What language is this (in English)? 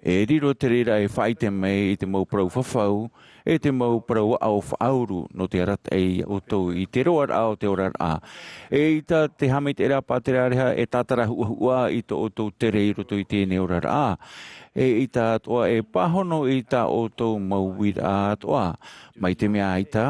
Tahitian